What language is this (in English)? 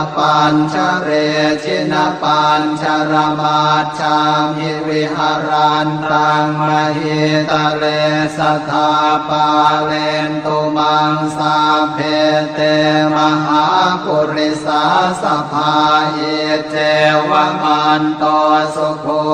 Pali